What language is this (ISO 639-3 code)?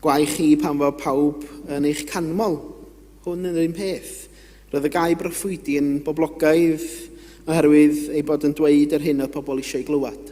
cym